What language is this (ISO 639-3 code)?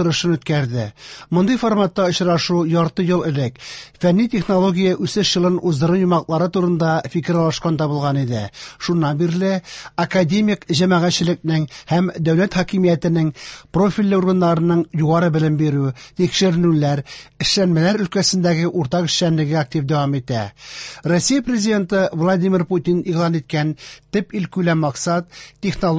tat